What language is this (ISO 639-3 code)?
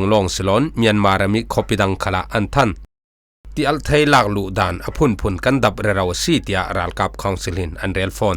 cfm